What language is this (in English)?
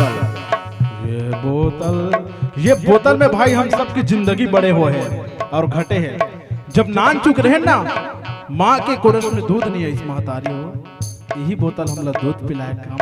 Chhattisgarhi